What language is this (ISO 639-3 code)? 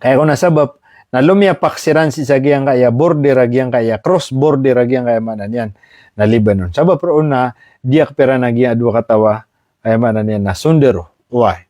mrw